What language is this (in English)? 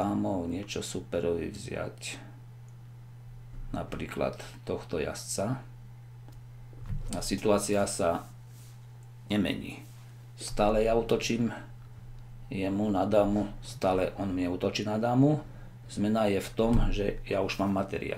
Slovak